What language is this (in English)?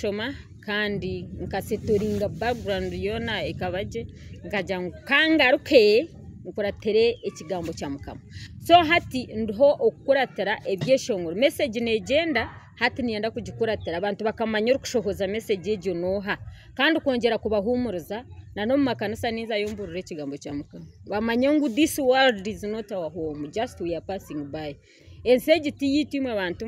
Nyankole